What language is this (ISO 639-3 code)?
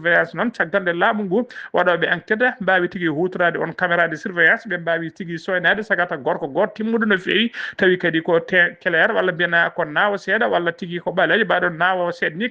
ful